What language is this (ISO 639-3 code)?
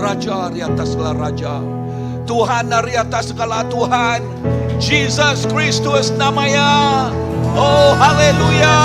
iba